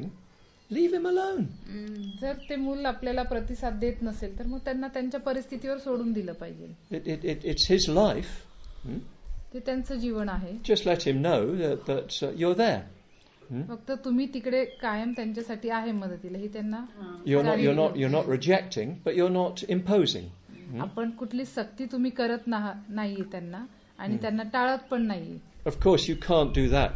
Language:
Marathi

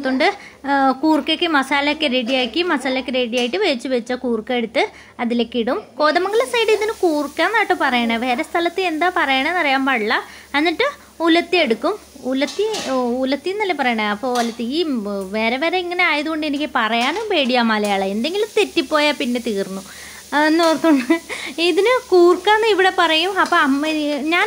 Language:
Malayalam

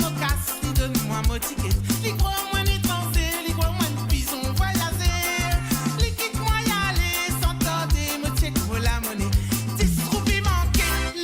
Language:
Morisyen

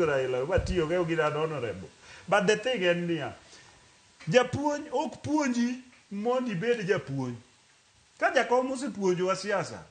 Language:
Luo (Kenya and Tanzania)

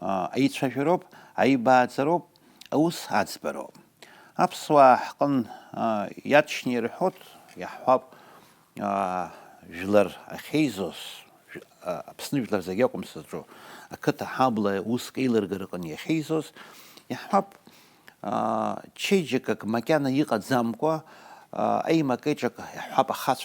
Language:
Abkhazian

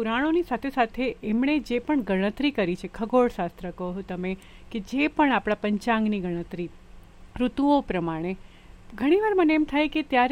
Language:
Gujarati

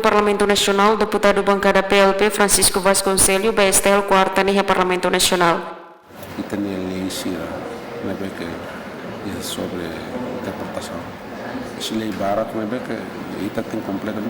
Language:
Tetum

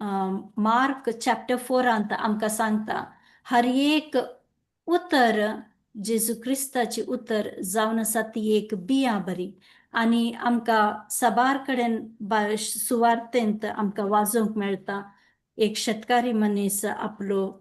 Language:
Konkani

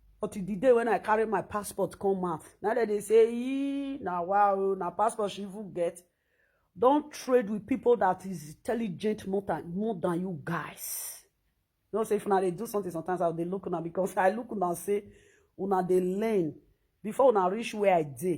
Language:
Nigerian Pidgin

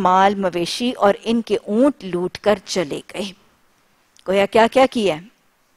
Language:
Urdu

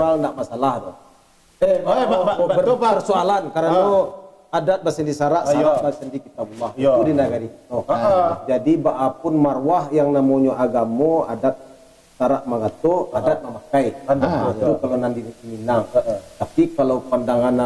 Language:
Minangkabau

